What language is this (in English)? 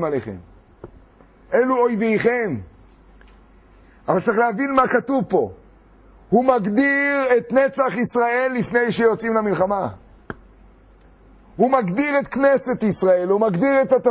Hebrew